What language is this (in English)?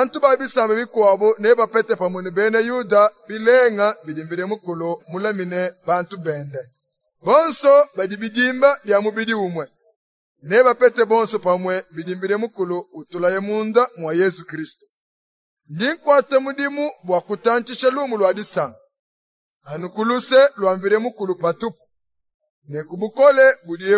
Luba-Lulua